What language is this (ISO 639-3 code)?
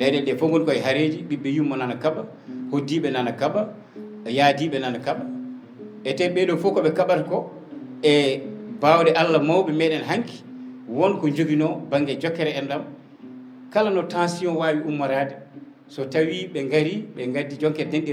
ful